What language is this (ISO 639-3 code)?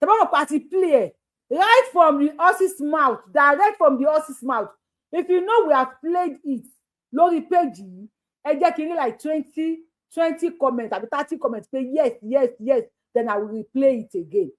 yor